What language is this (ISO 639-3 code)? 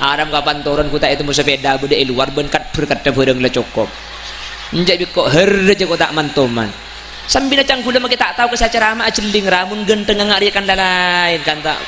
mad